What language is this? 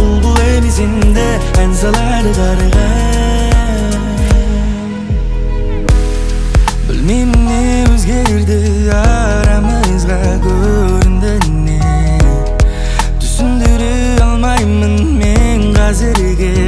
Kazakh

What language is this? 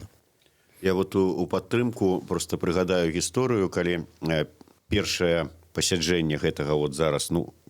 Belarusian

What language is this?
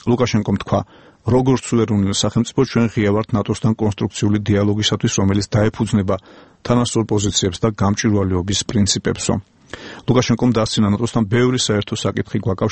Georgian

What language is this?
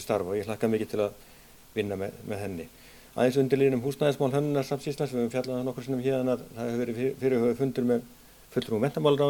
Icelandic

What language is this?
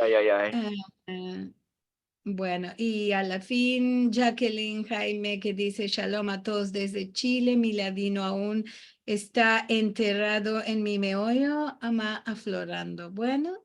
Ladino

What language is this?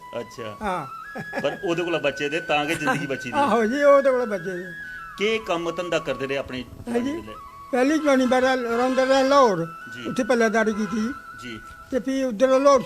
Dogri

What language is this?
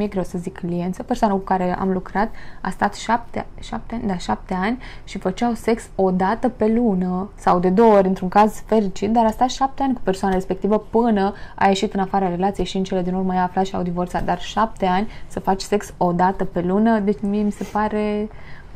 Romanian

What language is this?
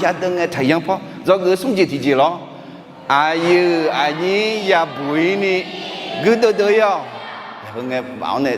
Akha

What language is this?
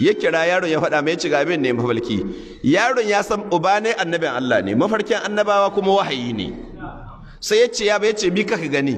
Hausa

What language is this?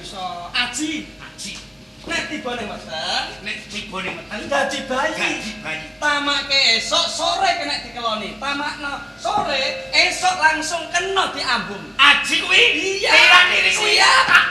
Javanese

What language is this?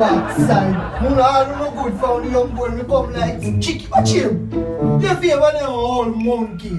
Jamaican Creole English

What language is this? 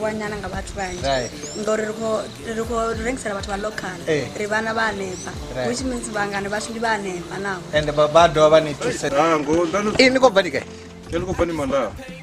Venda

